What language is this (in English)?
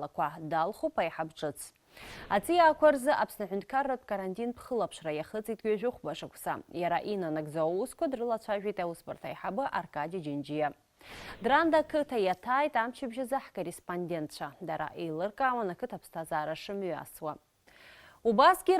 Abkhazian